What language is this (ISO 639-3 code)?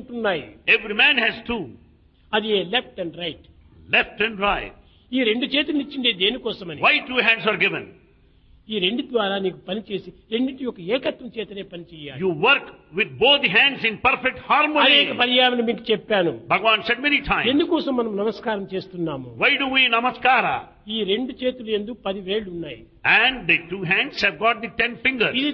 tel